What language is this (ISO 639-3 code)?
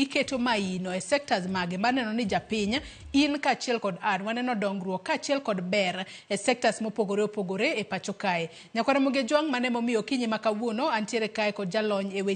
luo